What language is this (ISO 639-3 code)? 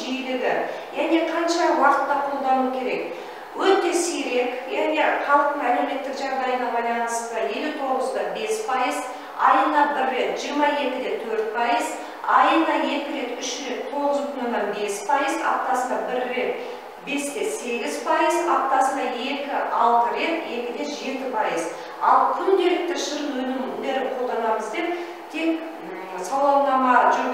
kaz